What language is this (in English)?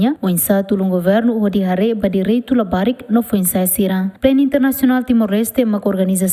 Tetum